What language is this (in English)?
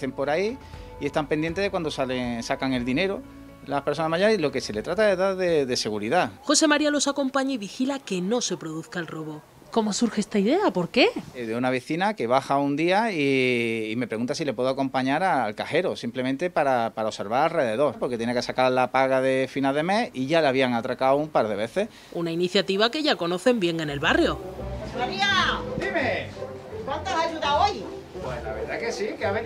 Spanish